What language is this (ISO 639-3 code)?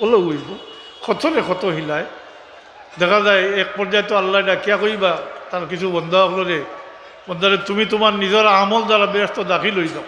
syl